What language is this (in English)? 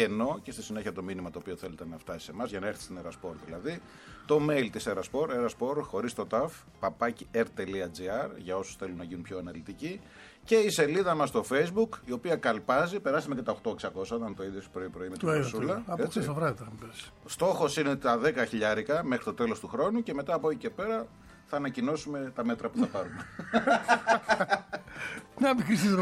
Greek